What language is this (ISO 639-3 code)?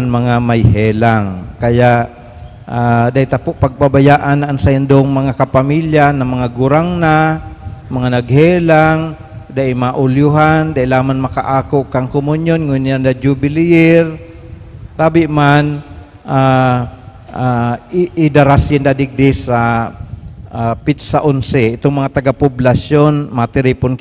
bik